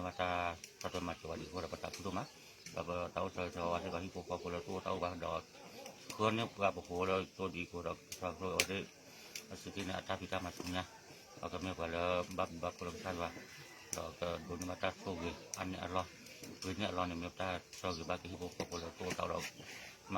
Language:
S'gaw Karen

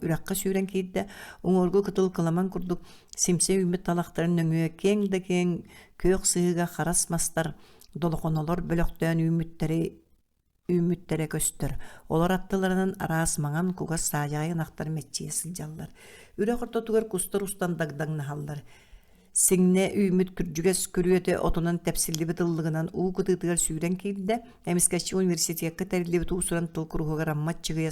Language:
Yakut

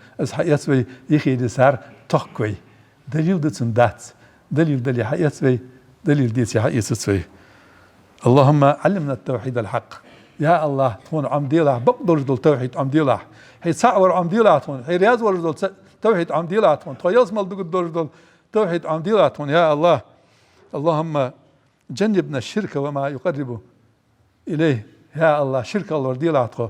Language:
Ingush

